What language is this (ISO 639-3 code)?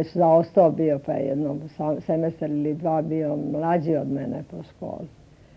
srp